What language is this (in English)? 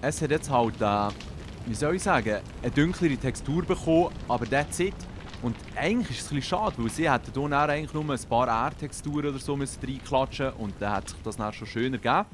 Swiss German